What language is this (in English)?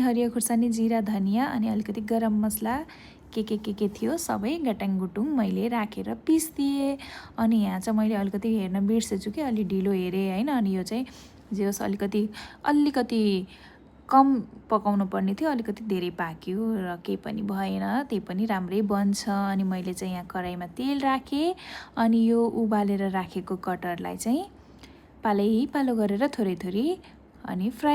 Nepali